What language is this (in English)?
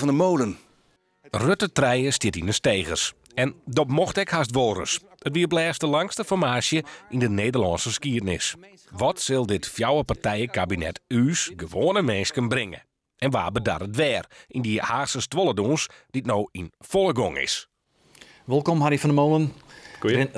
Western Frisian